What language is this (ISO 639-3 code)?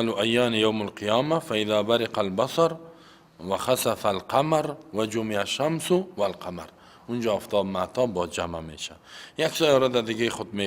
fas